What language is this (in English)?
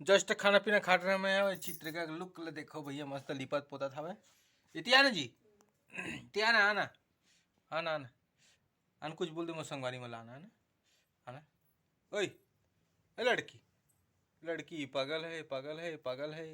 Chhattisgarhi